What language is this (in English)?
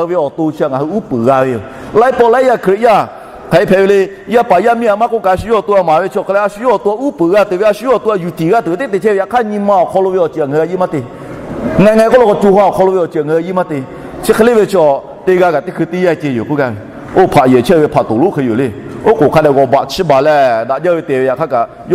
Lahu